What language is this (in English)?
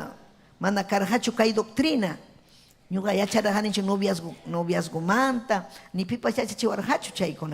Ayacucho Quechua